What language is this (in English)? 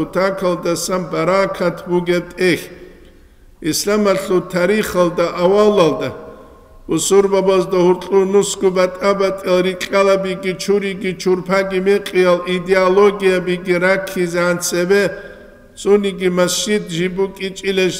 Avaric